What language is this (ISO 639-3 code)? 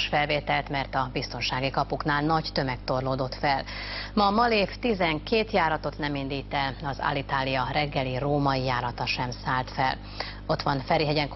hun